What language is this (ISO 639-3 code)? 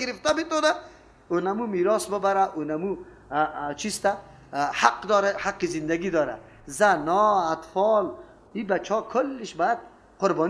fas